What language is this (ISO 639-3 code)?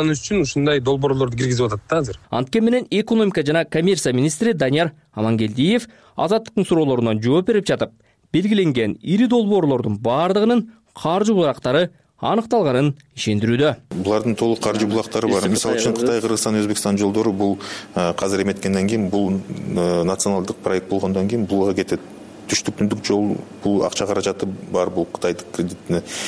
kir